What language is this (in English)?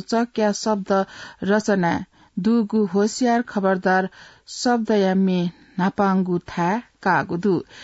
Newari